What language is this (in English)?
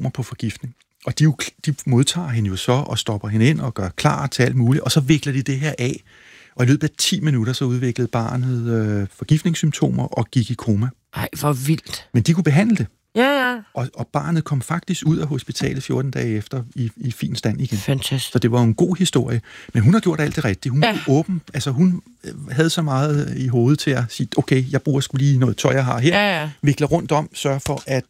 Danish